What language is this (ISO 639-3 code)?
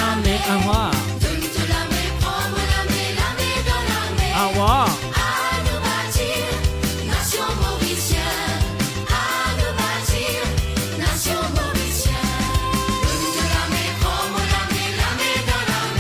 mfe